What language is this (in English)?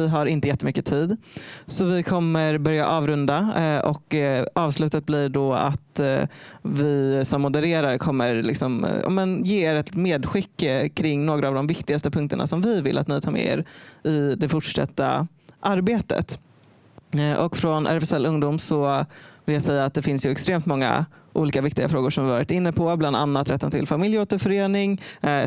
Swedish